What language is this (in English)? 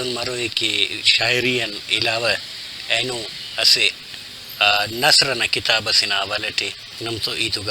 Brahui